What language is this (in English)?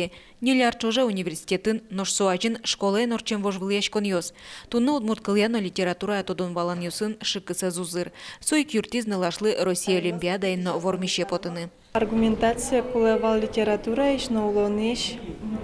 Udmurt